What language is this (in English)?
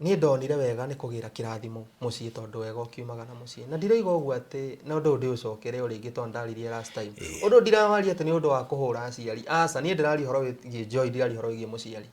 Kikuyu